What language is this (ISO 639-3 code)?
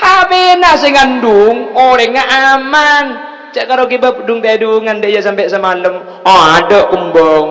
mad